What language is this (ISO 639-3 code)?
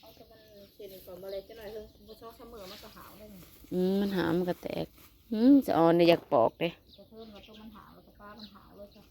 tts